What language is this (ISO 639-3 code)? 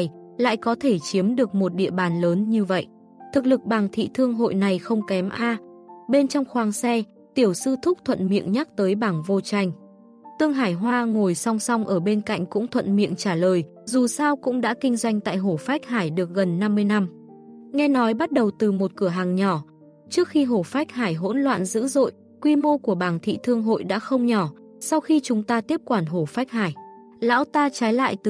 vie